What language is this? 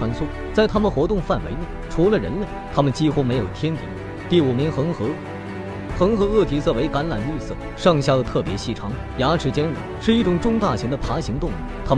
Chinese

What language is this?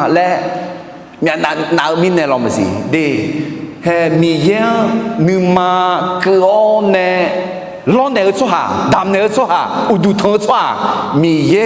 Akha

